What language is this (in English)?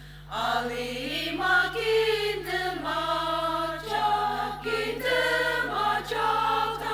Ao Naga